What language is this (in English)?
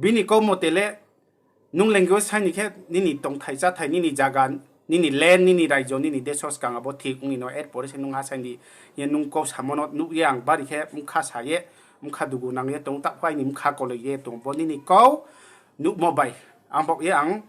Riang (India)